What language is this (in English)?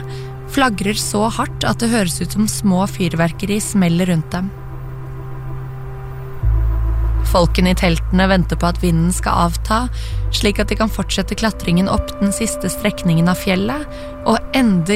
Norwegian